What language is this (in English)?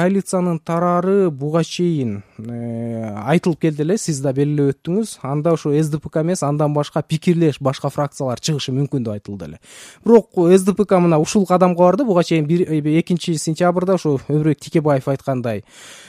Kyrgyz